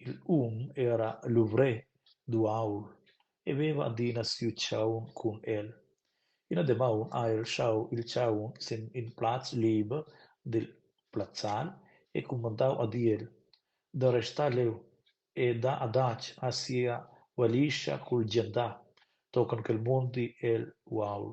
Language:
Romansh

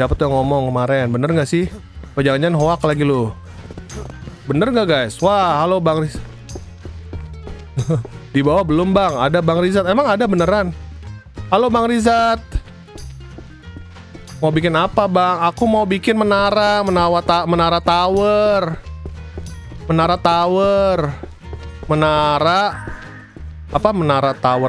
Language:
Indonesian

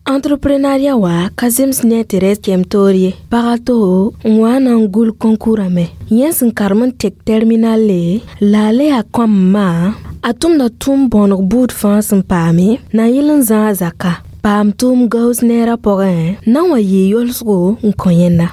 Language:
Mossi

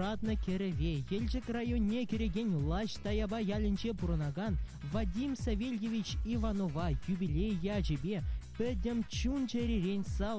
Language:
Chuvash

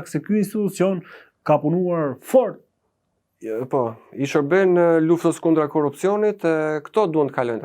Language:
Albanian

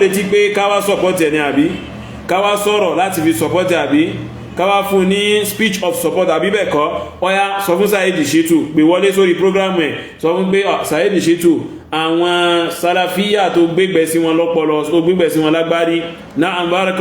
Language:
Yoruba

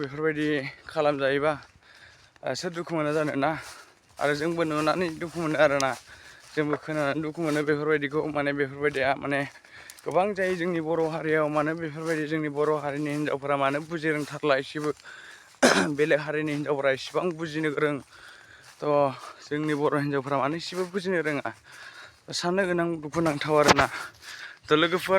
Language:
Bodo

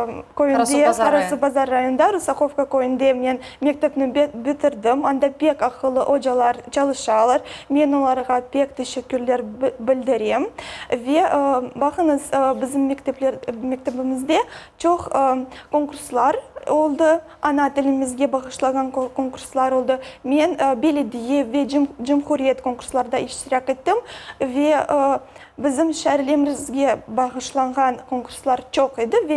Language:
Crimean Tatar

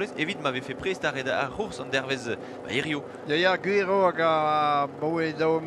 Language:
Breton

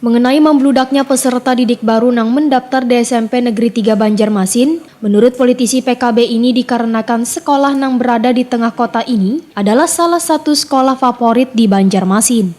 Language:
Banjar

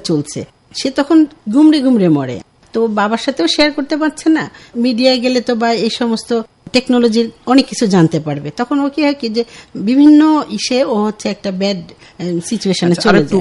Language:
Bangla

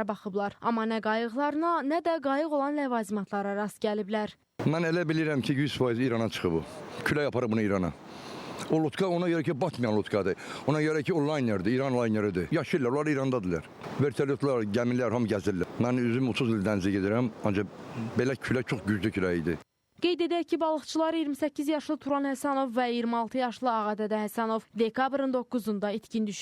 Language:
Azerbaijani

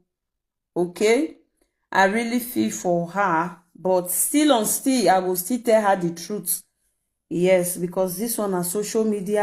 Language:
Nigerian Pidgin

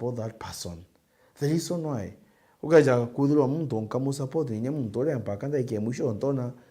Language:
Meru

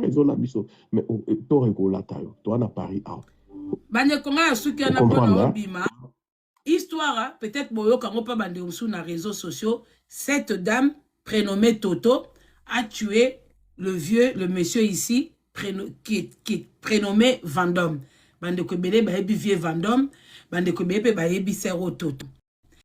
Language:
Lingala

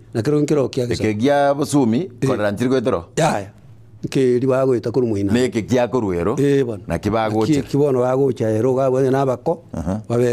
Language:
Gusii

